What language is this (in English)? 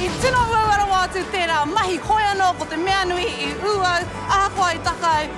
Māori